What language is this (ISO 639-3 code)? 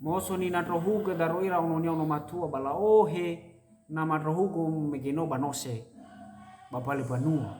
nia